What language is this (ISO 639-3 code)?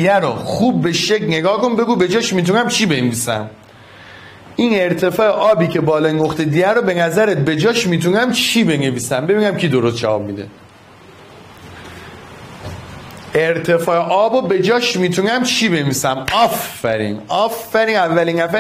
fas